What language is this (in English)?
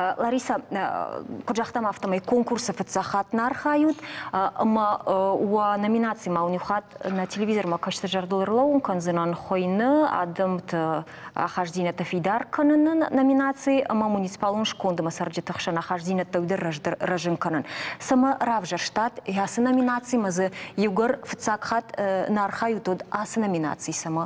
Ossetic